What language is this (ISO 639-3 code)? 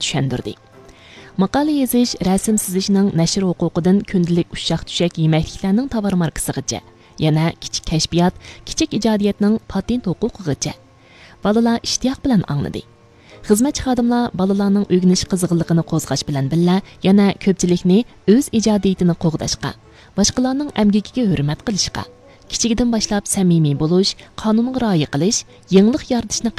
uig